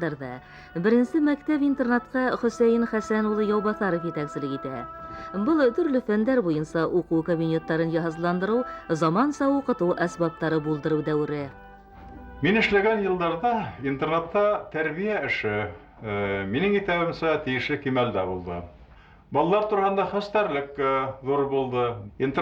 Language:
Bashkir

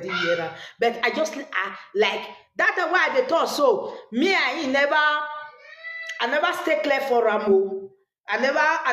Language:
Nigerian Pidgin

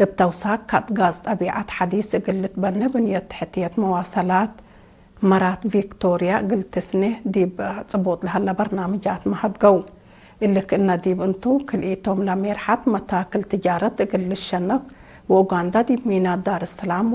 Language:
Tigre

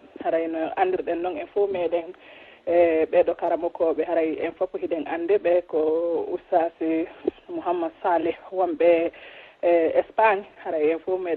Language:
Fula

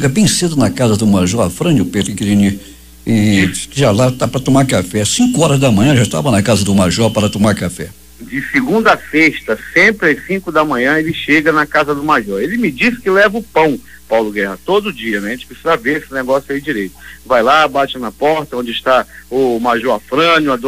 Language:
Portuguese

